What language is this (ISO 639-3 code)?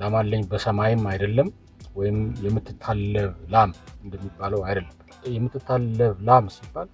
amh